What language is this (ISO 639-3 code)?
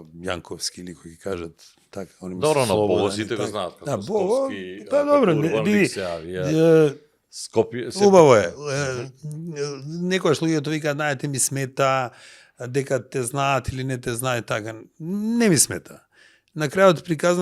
mkd